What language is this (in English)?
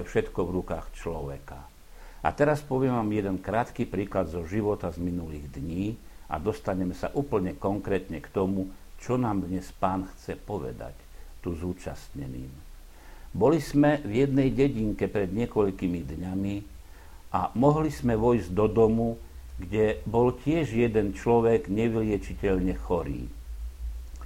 Slovak